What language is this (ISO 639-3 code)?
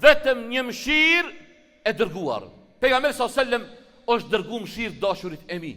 sqi